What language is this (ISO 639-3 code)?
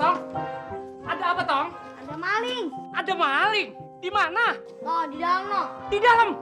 bew